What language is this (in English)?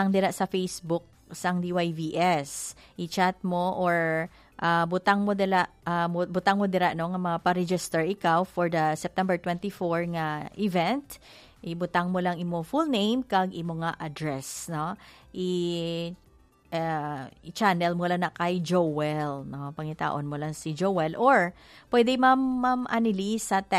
Hiligaynon